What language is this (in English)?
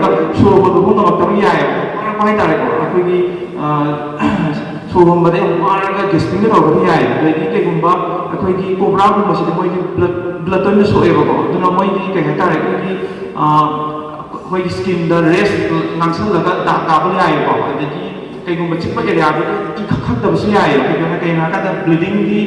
Manipuri